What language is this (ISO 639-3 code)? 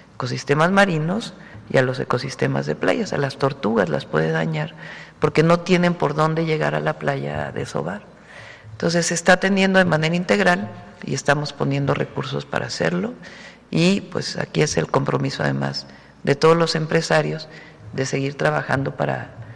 spa